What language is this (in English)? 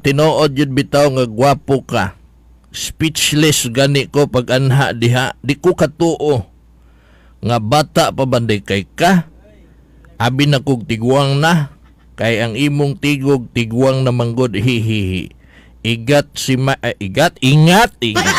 Cebuano